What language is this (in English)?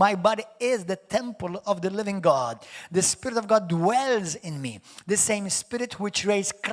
English